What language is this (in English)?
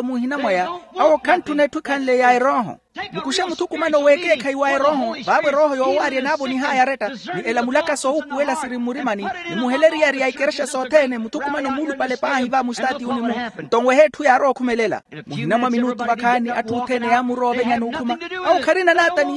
Makhuwa